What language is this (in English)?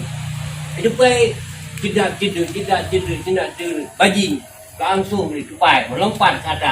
Achinese